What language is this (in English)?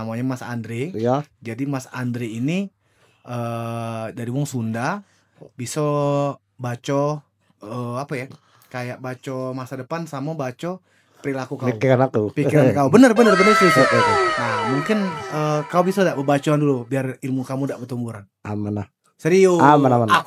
Musi